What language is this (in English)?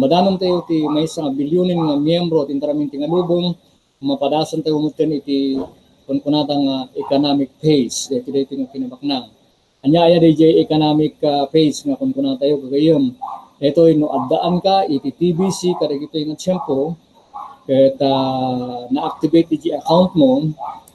Iloko